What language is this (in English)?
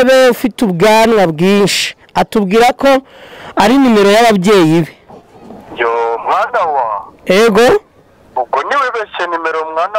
Kinyarwanda